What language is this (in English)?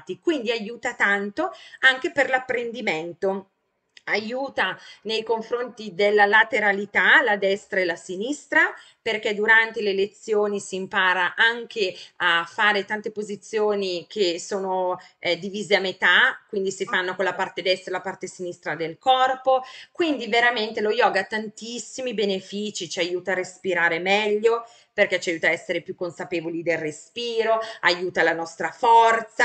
Italian